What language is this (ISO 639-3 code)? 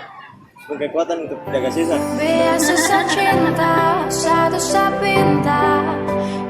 abs